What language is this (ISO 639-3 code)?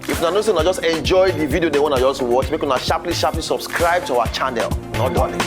pcm